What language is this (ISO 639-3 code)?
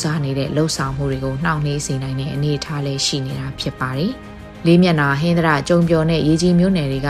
mya